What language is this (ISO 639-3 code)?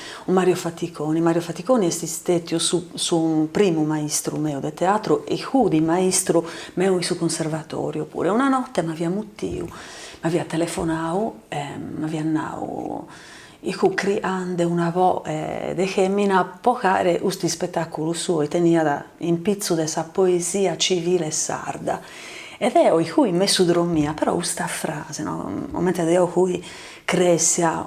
srd